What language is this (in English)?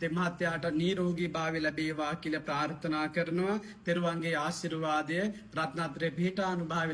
Sinhala